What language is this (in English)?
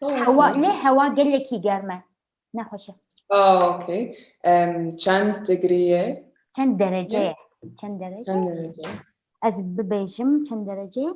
Kurdish